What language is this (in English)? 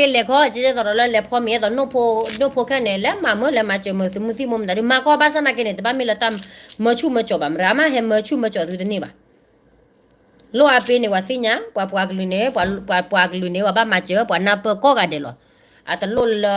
S'gaw Karen